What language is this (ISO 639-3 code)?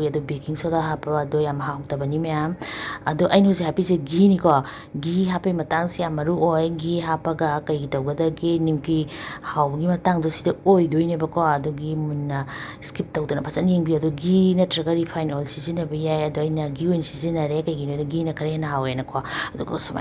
mni